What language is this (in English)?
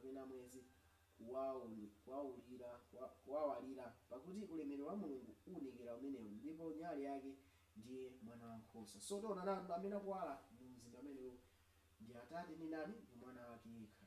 Nyanja